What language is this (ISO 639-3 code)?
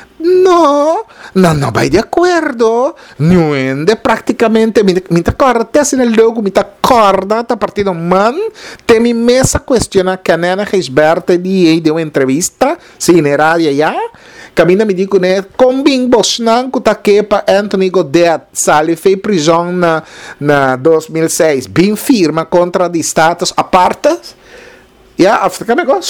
pap